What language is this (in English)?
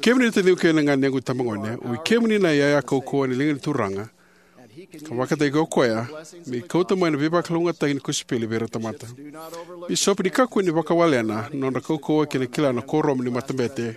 Fijian